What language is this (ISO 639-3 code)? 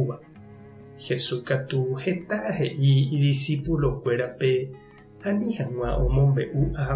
grn